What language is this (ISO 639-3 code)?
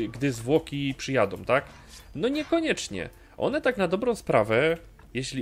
pol